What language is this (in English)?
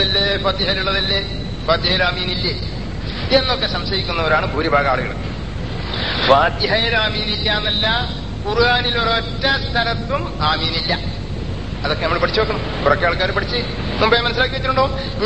Malayalam